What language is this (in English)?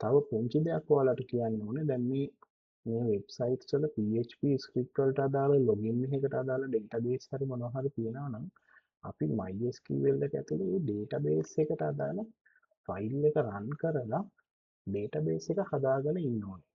Sinhala